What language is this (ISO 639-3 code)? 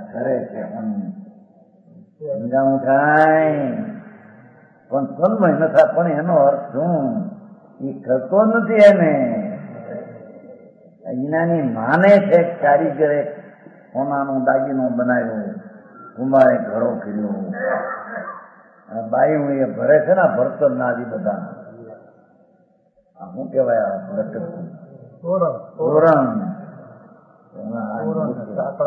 guj